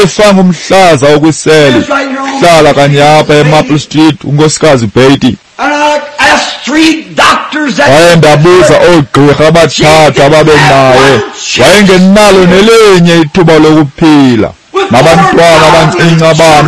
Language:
Xhosa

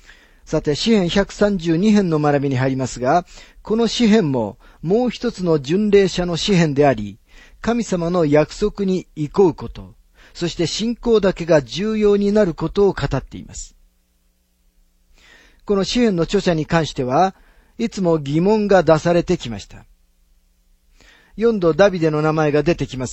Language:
Japanese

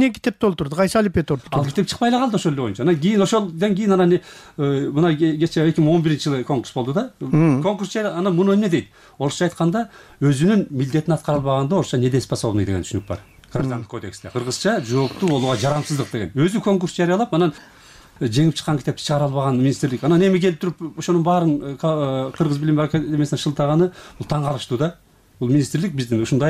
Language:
Kyrgyz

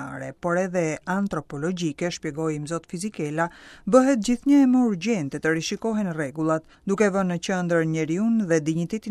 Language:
Albanian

